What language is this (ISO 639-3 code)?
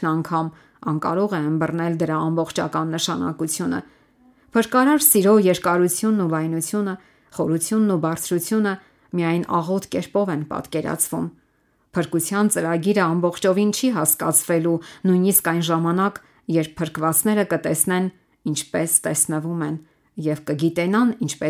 hye